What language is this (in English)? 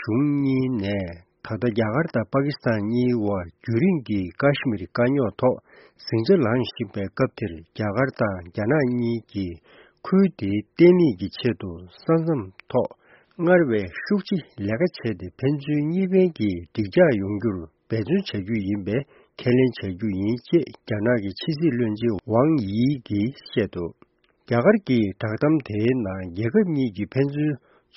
Tibetan